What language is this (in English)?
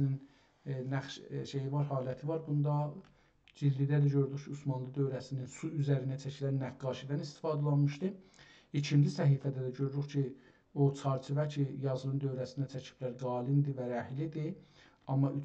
South Azerbaijani